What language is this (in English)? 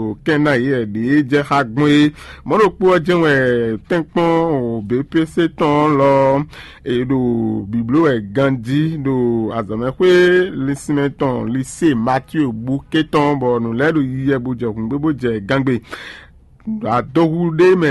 Fon